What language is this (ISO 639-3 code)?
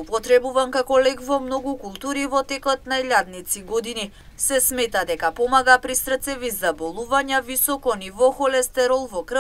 mkd